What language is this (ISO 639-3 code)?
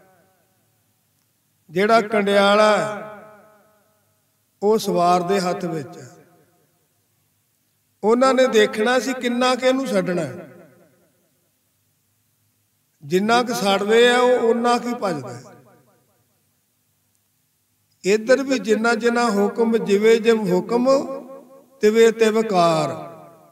pan